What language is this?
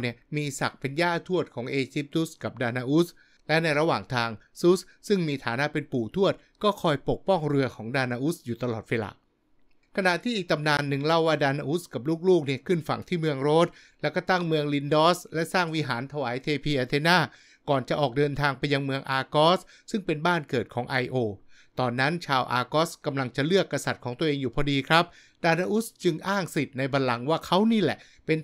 Thai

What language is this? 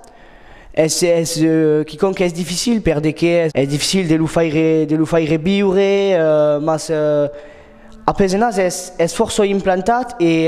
Occitan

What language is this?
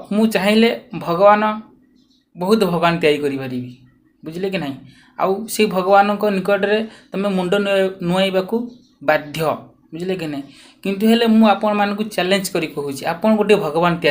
Odia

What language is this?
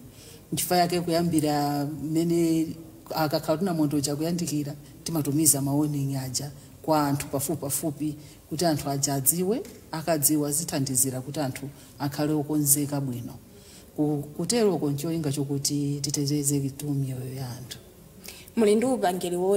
Nyanja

